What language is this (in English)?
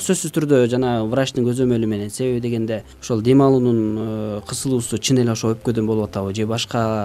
Kyrgyz